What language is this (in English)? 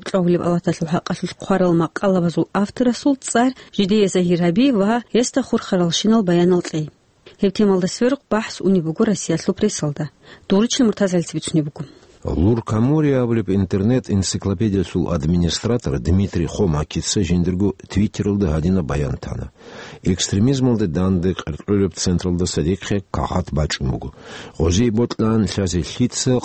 Avaric